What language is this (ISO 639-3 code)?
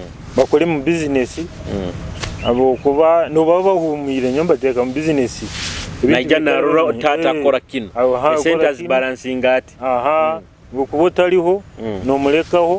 nyo